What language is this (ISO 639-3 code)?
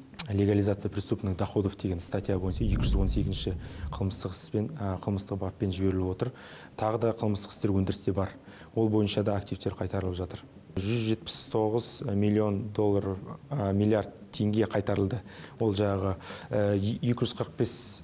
kaz